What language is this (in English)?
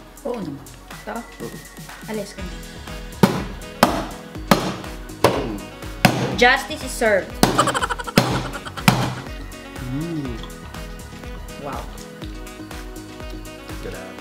Filipino